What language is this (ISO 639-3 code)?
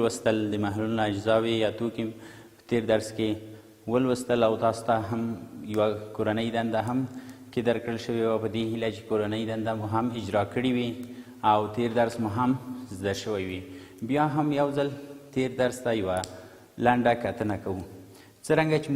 pus